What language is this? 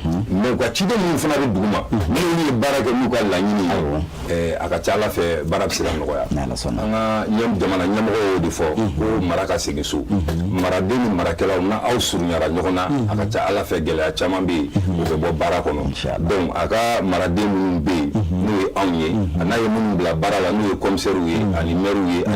Bambara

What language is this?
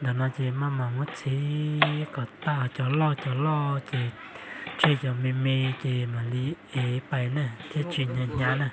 Hmong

